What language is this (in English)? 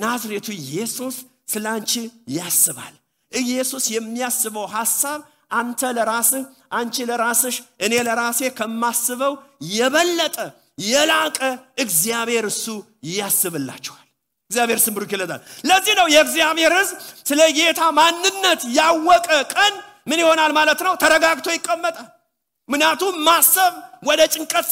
Amharic